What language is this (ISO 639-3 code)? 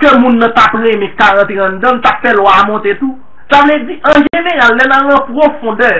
hat